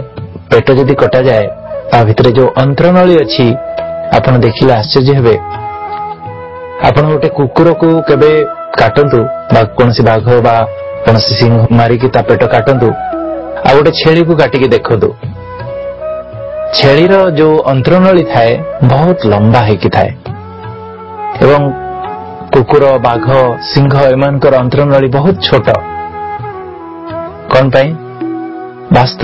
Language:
Odia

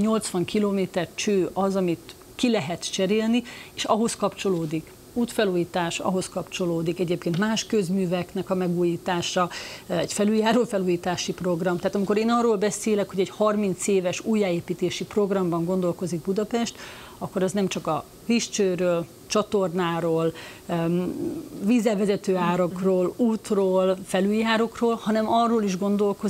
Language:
Hungarian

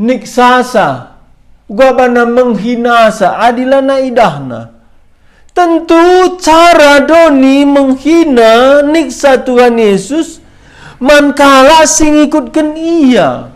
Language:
Batak Karo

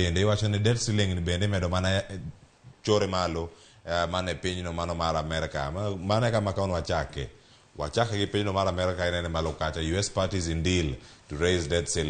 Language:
Luo (Kenya and Tanzania)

